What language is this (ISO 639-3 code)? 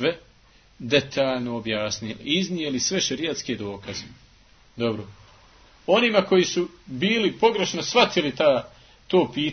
bos